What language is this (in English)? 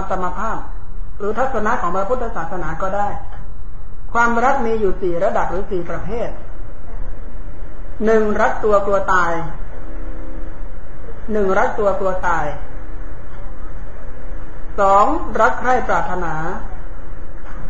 Thai